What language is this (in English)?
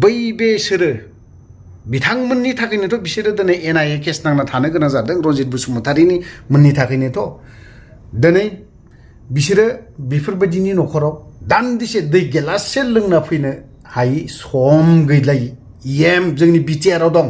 Bodo